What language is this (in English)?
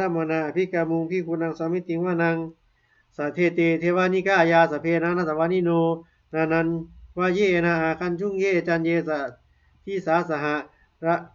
Pali